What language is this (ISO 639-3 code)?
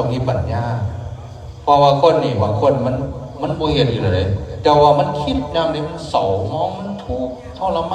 tts